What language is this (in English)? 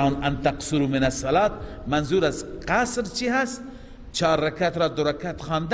Persian